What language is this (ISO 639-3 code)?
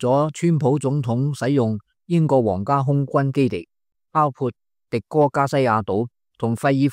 yue